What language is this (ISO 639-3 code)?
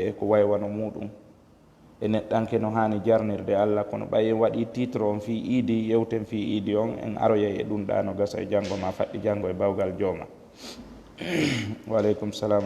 ful